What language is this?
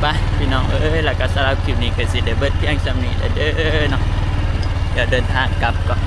Northeastern Thai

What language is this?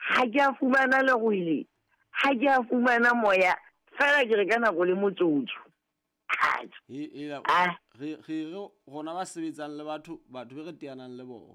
Southern Sotho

